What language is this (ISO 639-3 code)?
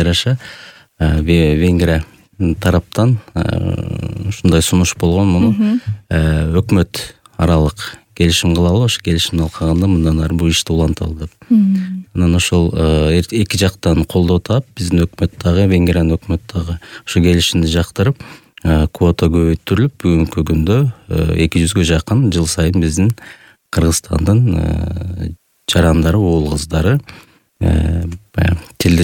kir